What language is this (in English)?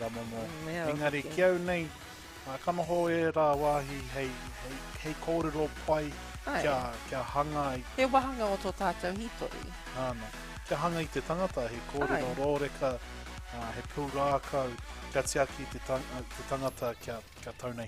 Māori